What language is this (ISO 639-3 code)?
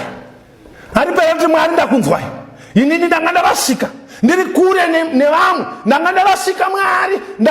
sna